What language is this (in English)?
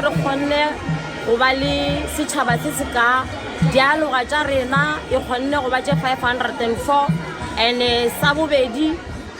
Northern Sotho